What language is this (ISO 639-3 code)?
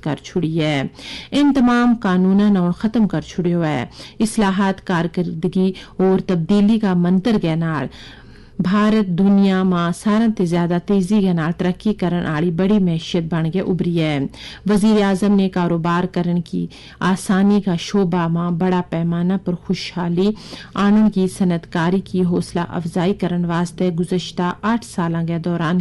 gju